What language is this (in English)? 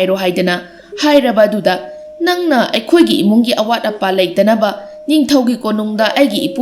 Manipuri